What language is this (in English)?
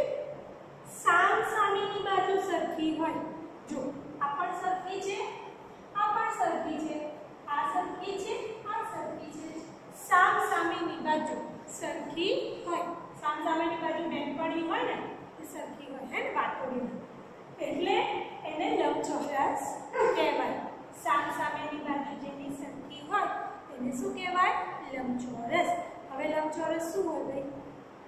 Gujarati